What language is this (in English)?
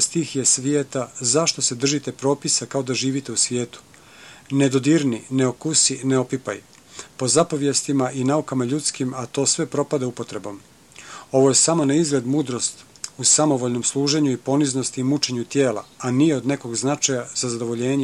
Serbian